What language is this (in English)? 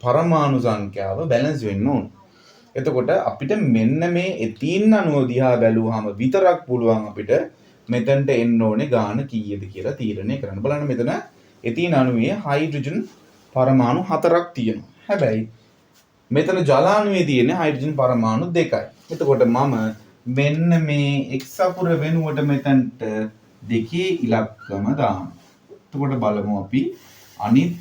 Sinhala